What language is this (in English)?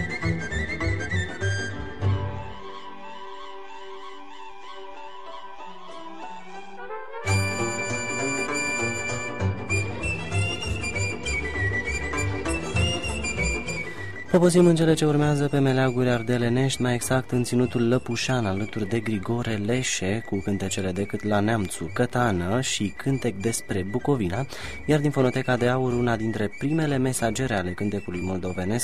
Romanian